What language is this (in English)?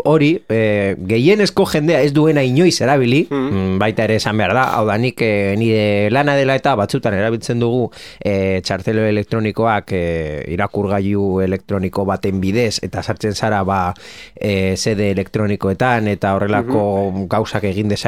Basque